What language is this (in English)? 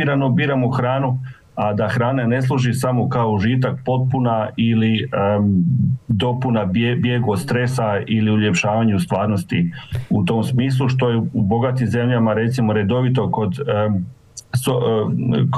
Croatian